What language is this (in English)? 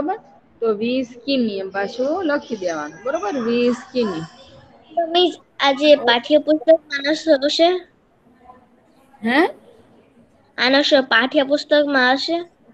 Gujarati